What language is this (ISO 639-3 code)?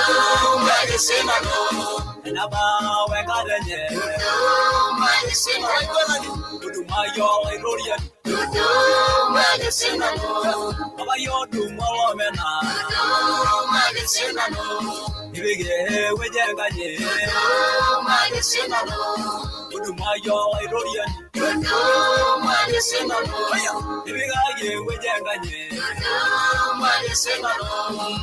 mas